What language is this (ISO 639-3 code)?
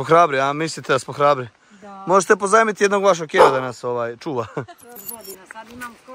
srp